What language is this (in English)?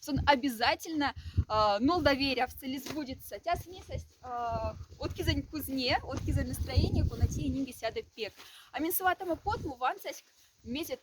Moksha